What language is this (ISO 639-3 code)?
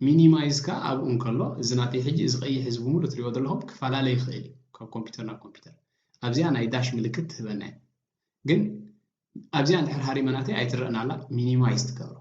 tir